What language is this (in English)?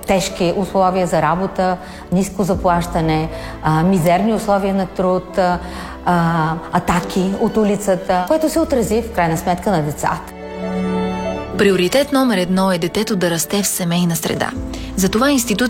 Bulgarian